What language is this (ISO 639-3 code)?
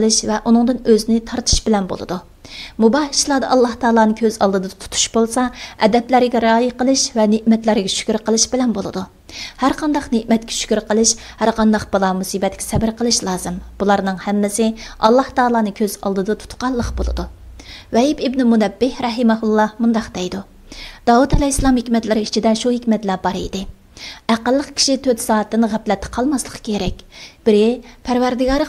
uig